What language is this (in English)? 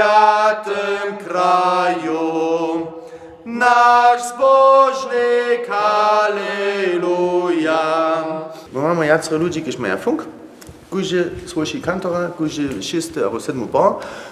Upper Sorbian